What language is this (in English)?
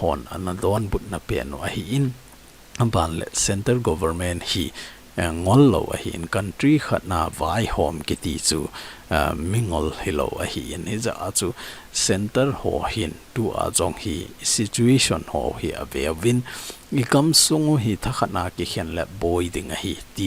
Thado Chin